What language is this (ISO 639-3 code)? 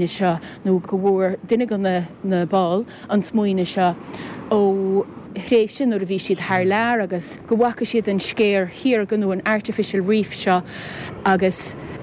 gle